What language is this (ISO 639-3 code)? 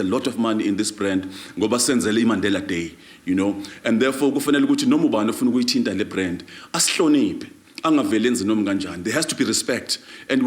zul